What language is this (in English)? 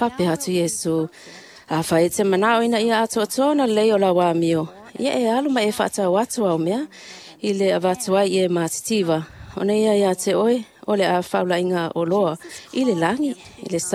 Samoan